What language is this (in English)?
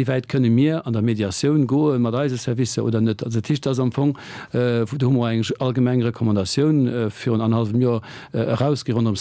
Luxembourgish